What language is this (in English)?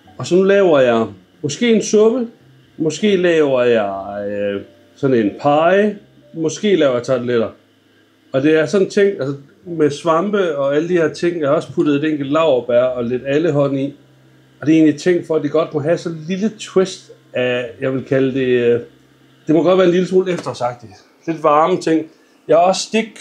Danish